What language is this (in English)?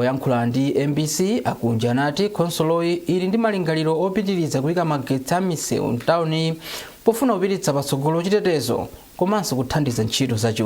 Nyanja